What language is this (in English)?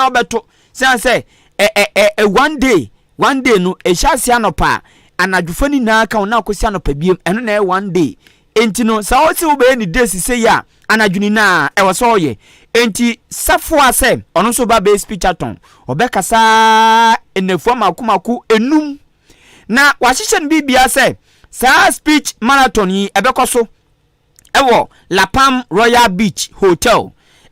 Akan